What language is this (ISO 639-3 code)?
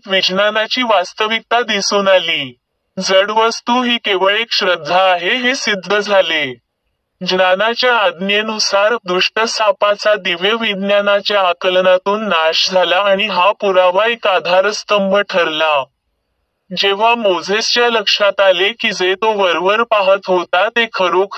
mar